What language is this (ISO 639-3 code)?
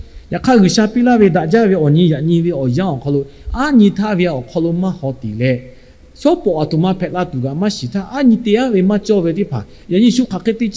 lhu